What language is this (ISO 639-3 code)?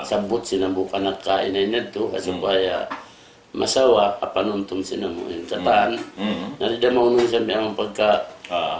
tsg